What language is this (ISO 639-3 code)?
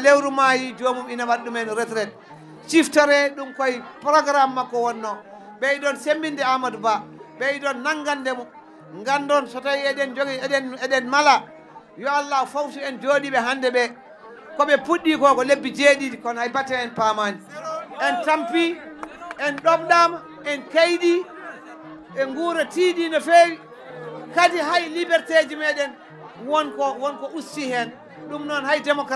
ful